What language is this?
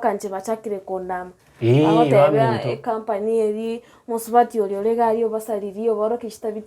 Gusii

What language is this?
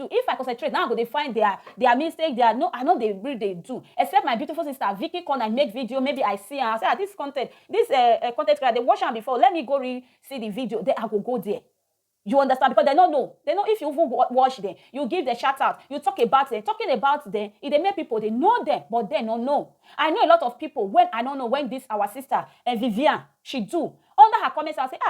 Nigerian Pidgin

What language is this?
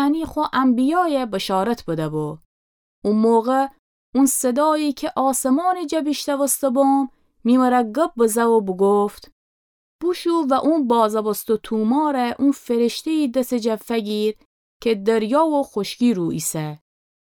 Gilaki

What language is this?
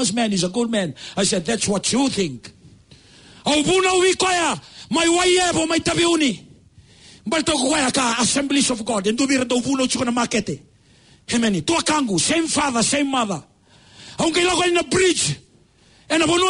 Fijian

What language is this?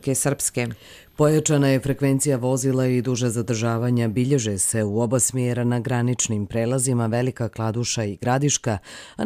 Croatian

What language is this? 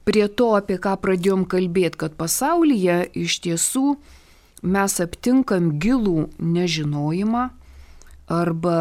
Lithuanian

